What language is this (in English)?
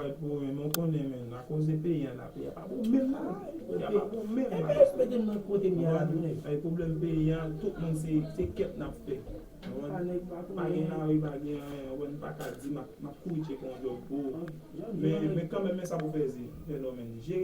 Haitian Creole